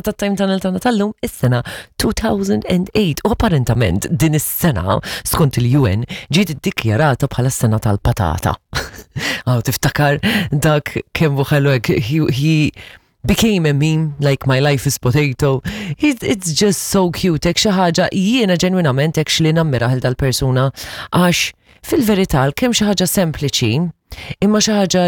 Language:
Maltese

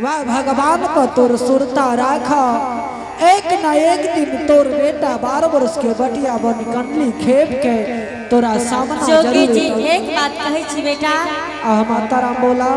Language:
Angika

